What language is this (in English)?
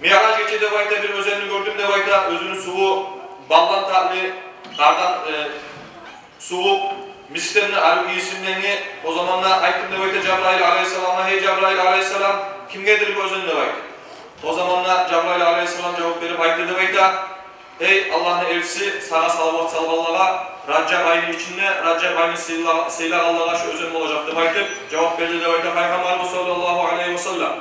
Kumyk